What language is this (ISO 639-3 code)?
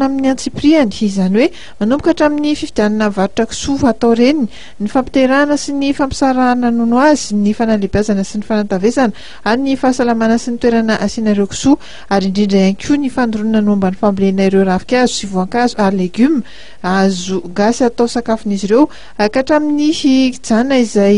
mlg